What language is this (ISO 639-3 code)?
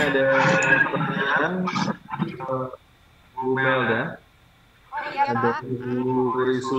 ind